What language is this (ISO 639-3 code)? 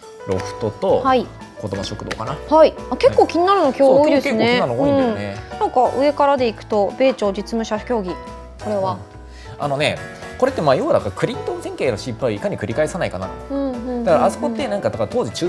jpn